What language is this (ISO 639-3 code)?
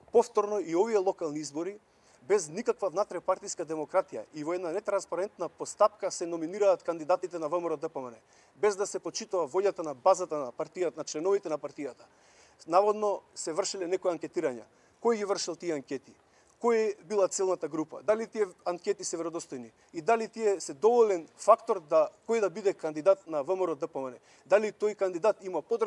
mkd